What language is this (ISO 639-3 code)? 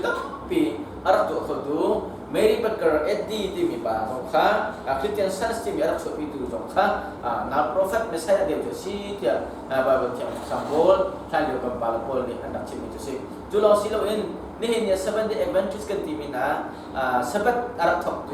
cnh